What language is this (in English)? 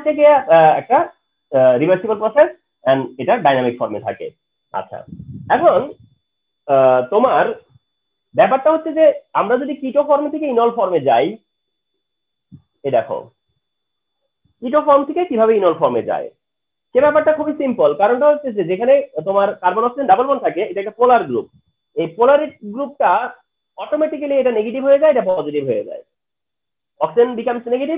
Bangla